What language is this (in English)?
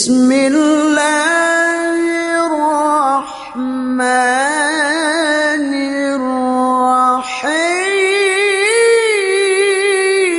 Yakan